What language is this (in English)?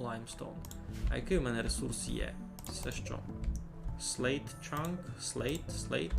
Rusyn